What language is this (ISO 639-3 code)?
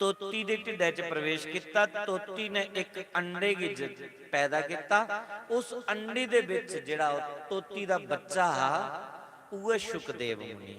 doi